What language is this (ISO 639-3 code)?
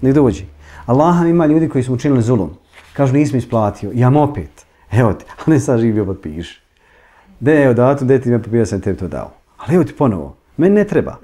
bos